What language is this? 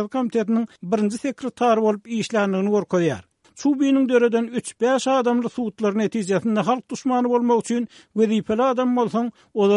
Turkmen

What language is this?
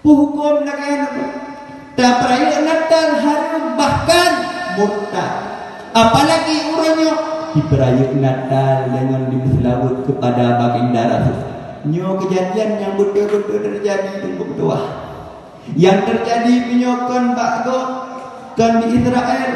Achinese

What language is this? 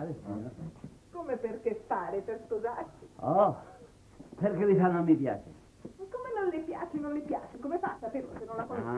Italian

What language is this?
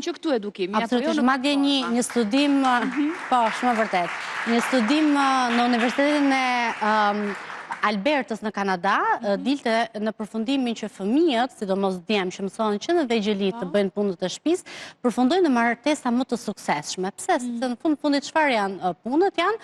Albanian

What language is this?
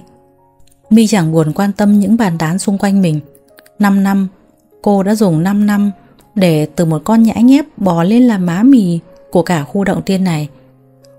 Vietnamese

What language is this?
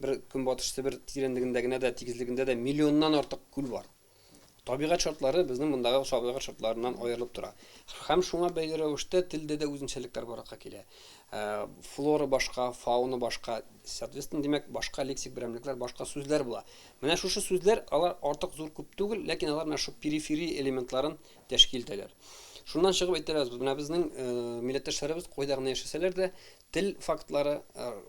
Tatar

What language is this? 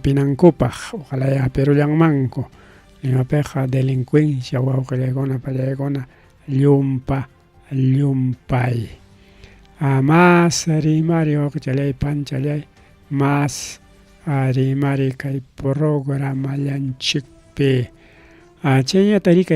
Ayacucho Quechua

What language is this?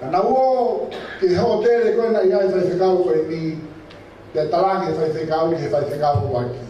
Tongan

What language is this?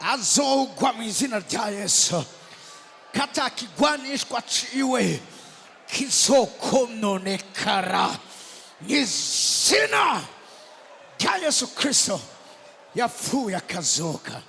Rundi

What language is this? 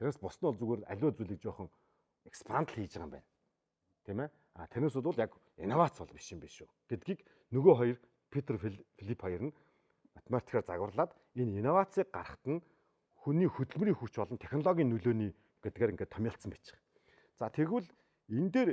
Mongolian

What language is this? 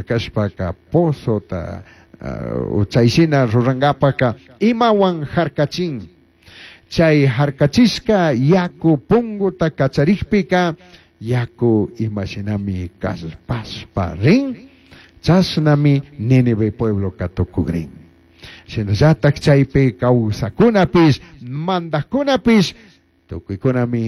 Chimborazo Highland Quichua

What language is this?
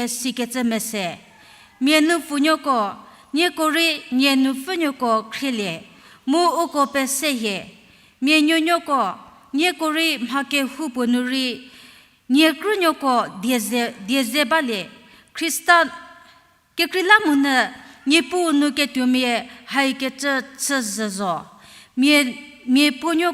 Angami Naga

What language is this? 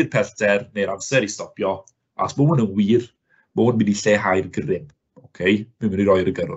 Welsh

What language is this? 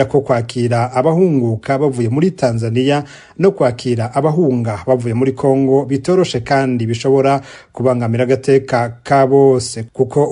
Rundi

